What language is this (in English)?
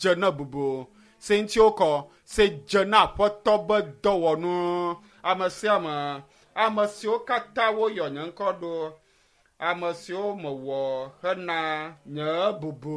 Ewe